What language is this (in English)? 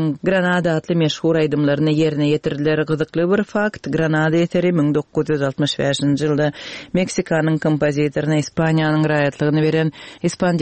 Turkmen